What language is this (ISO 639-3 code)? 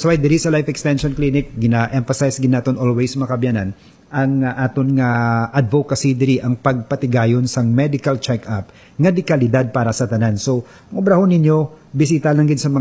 hil